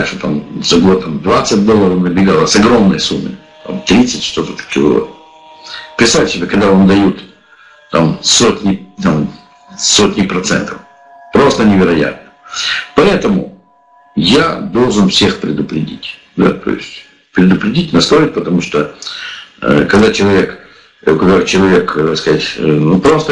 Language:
Russian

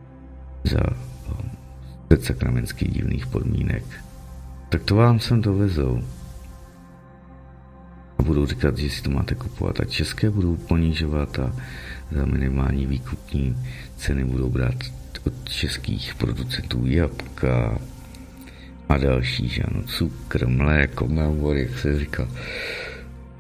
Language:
Czech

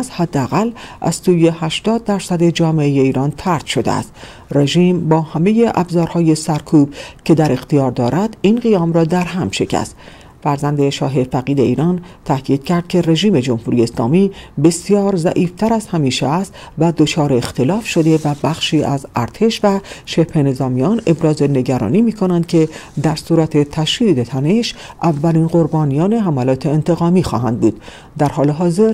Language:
Persian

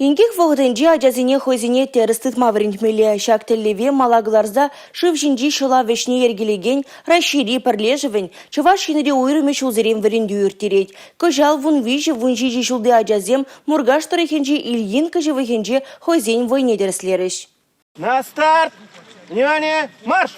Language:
Chuvash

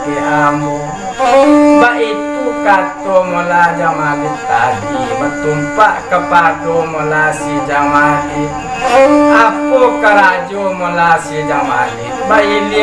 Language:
Minangkabau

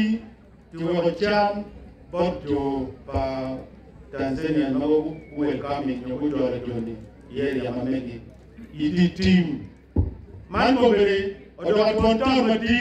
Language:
Acoli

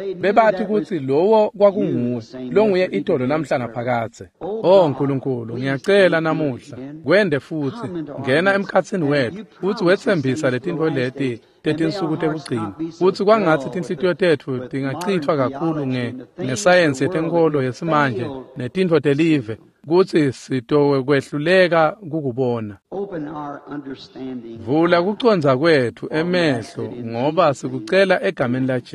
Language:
Swati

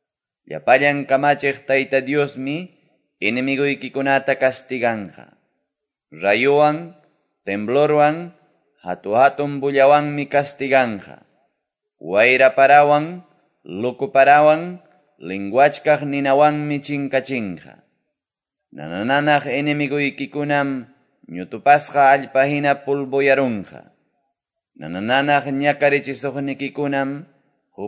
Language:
Quechua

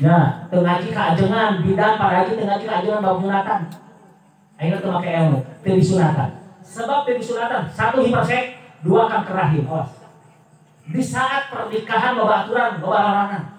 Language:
Sundanese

